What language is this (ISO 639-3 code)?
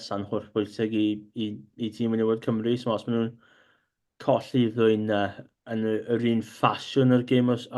cym